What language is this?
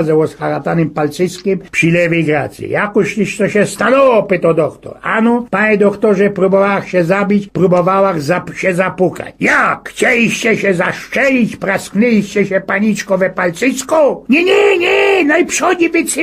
Silesian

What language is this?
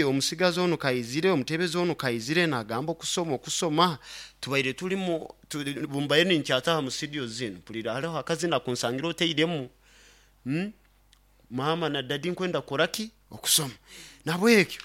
Nyoro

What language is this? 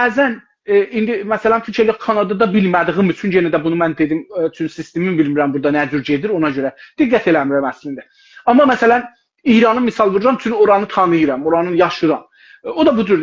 South Azerbaijani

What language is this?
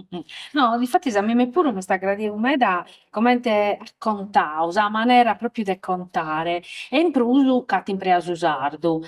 Sardinian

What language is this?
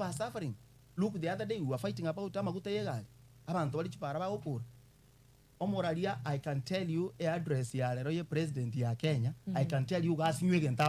Gusii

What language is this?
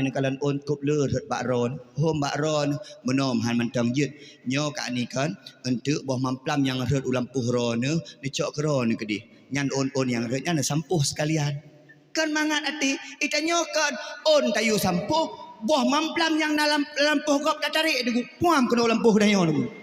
Achinese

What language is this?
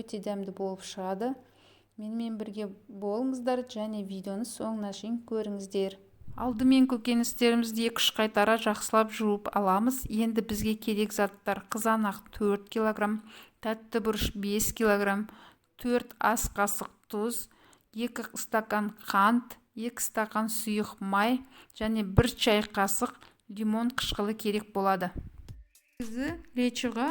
Kazakh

